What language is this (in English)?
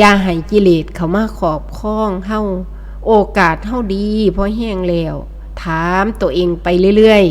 Northeastern Thai